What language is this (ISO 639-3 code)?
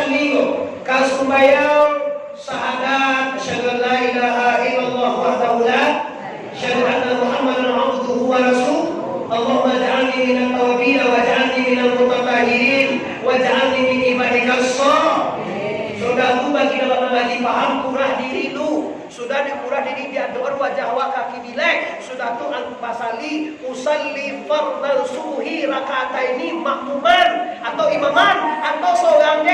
min